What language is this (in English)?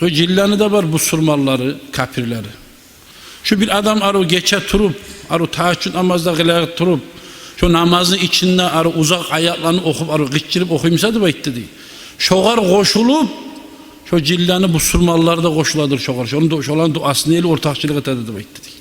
Kumyk